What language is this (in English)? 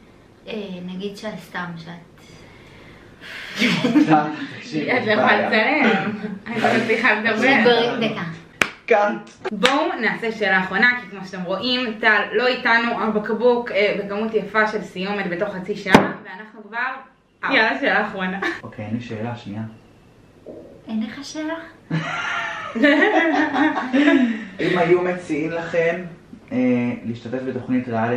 Hebrew